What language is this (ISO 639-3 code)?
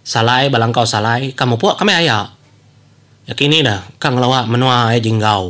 iba